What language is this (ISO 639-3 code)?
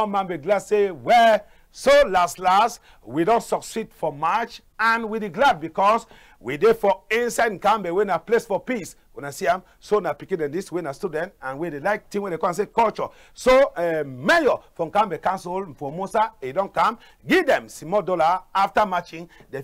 wes